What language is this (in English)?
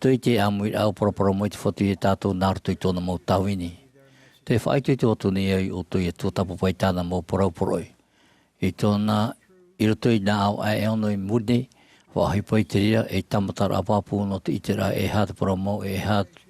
Tahitian